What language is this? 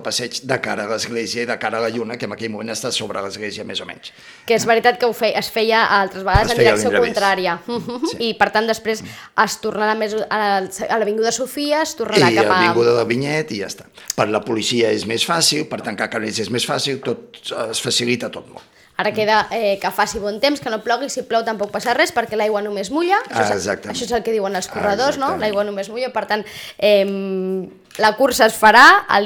Catalan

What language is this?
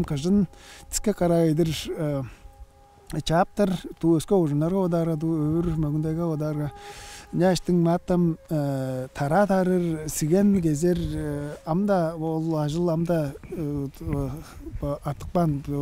Tuvinian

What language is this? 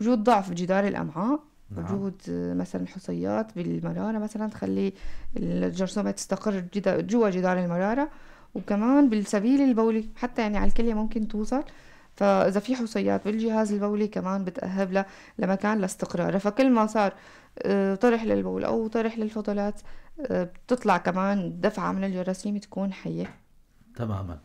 North Levantine Arabic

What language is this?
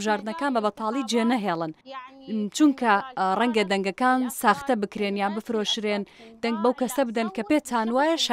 Central Kurdish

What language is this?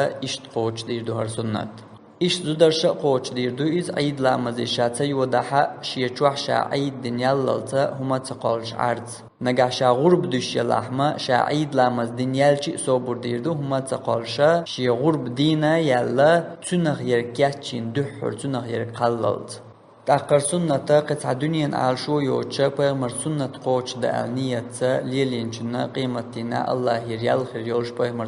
Chechen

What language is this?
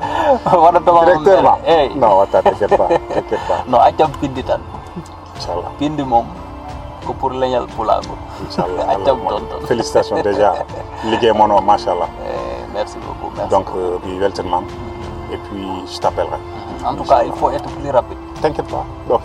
Fula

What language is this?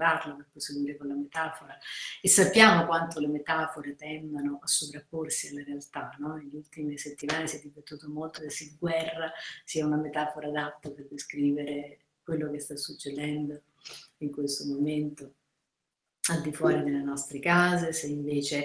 Italian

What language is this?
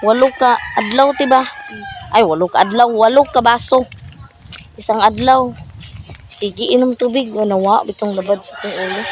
Cebuano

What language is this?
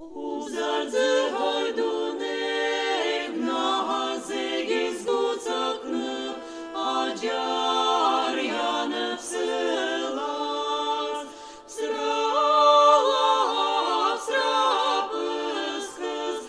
Adyghe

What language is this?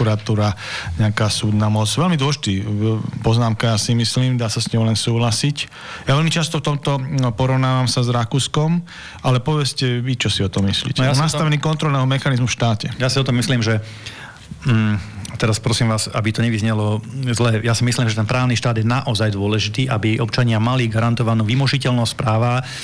Slovak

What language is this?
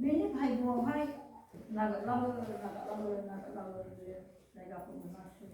Bodo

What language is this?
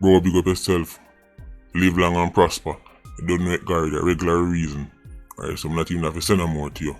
Jamaican Creole English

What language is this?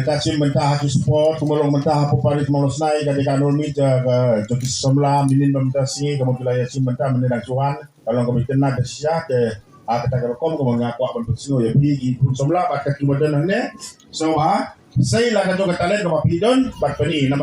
Khasi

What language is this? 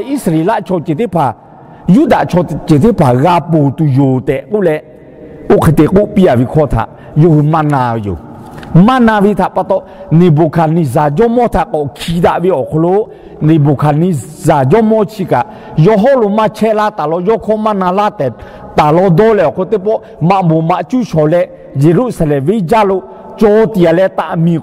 Lahu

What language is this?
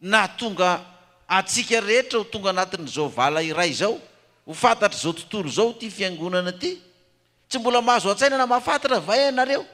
Malagasy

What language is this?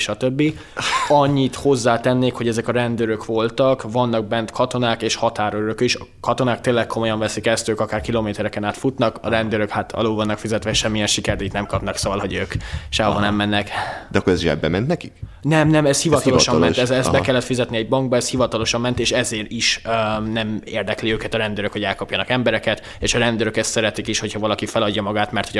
Hungarian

